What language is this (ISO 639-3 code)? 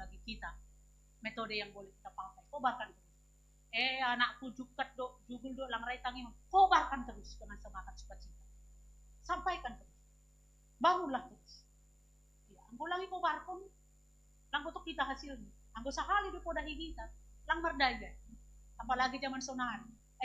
bts